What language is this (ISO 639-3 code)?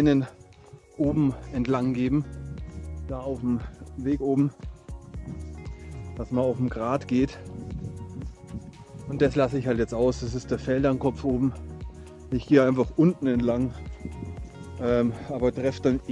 deu